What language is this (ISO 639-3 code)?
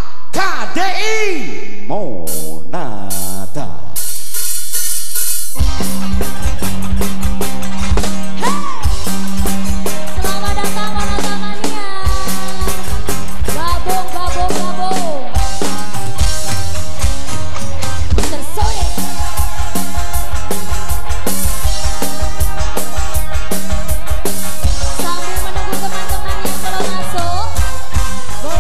ind